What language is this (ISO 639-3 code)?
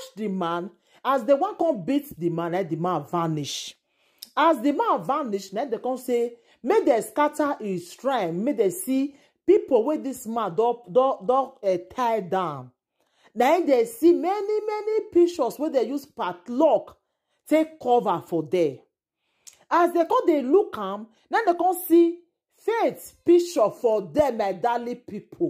pcm